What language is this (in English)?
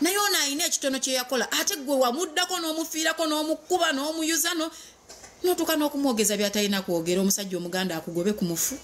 Ganda